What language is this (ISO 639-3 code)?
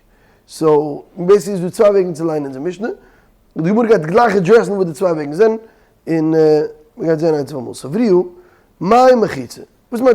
yid